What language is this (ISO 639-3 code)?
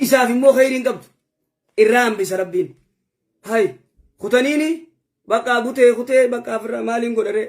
orm